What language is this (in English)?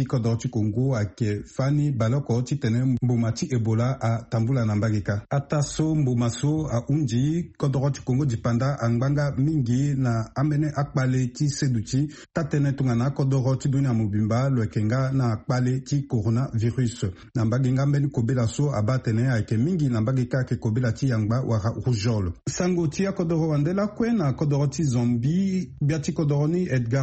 Sango